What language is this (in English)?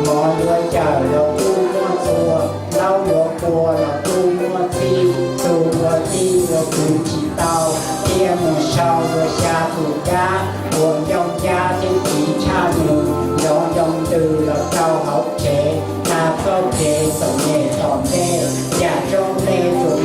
Hmong